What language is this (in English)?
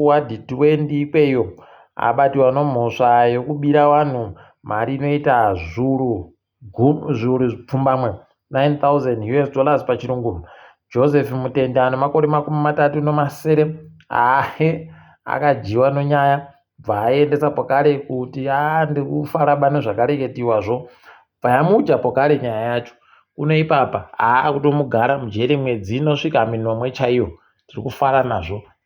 Ndau